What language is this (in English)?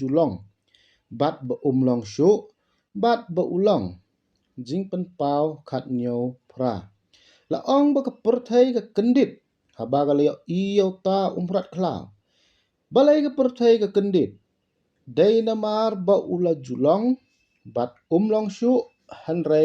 Khasi